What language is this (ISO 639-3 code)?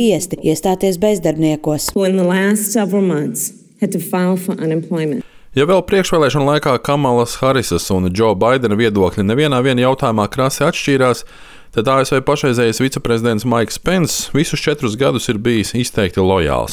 lav